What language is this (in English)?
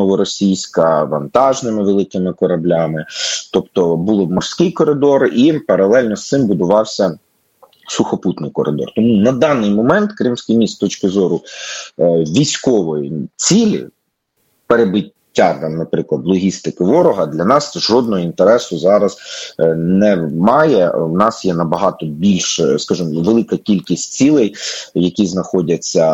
Ukrainian